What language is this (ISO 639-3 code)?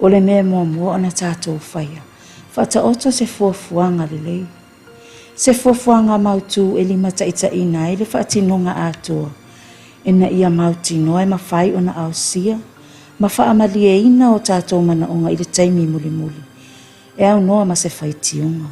smo